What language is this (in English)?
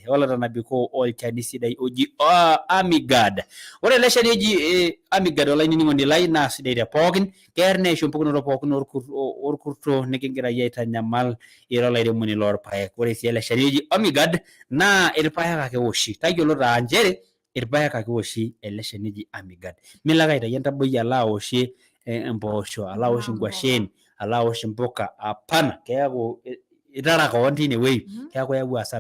Masai